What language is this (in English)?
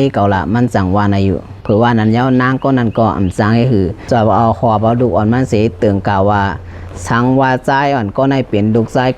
Shan